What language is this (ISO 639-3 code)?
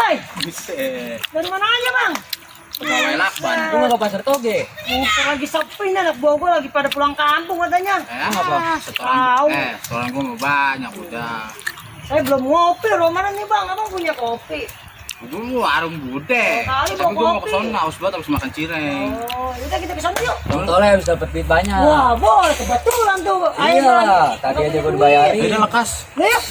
bew